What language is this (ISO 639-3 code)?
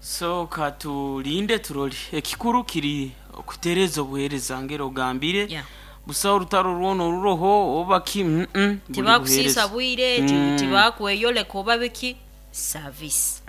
nyn